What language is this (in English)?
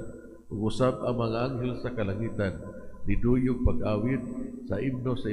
Cebuano